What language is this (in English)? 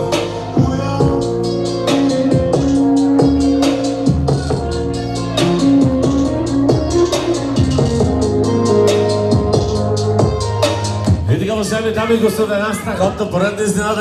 Bulgarian